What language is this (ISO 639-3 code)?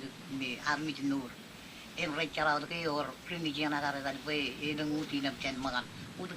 mah